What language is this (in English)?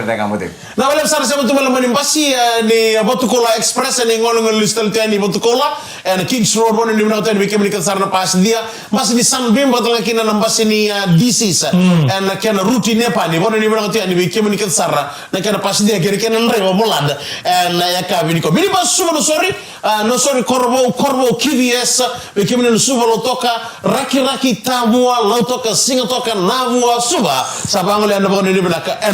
Fijian